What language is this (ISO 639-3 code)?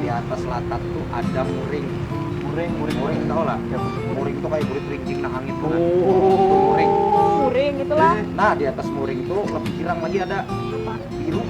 bjn